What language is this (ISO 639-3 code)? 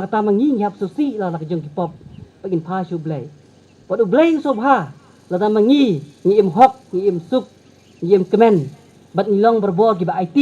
kha